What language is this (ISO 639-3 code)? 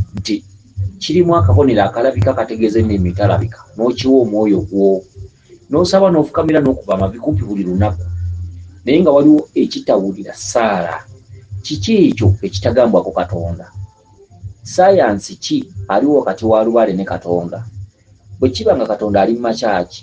lug